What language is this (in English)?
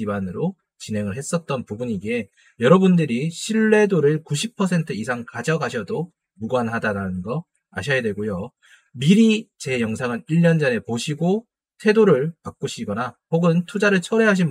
Korean